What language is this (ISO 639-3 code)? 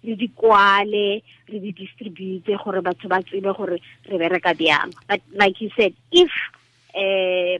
tsn